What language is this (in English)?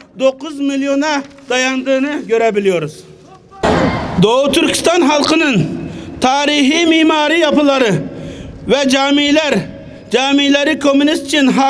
Turkish